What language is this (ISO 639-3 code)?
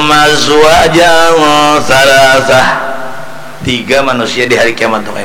bjn